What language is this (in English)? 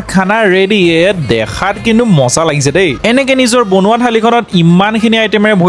Assamese